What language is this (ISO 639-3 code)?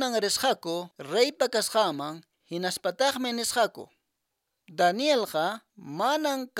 que